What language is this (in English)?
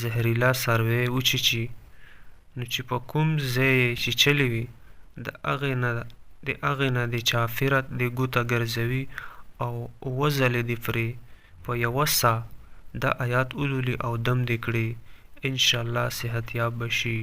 Pashto